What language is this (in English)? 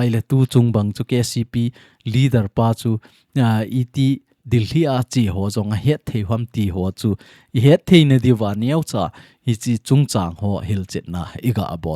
Thado Chin